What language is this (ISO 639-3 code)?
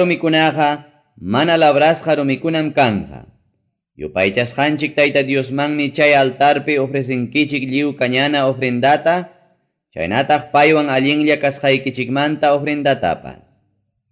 quy